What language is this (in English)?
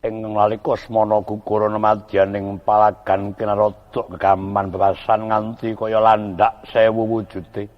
Javanese